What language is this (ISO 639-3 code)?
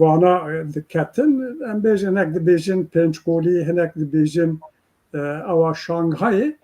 kur